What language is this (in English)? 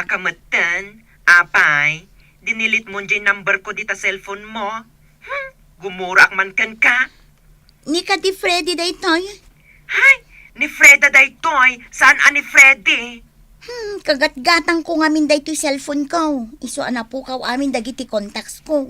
Iloko